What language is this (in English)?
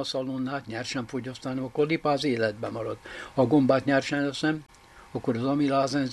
Hungarian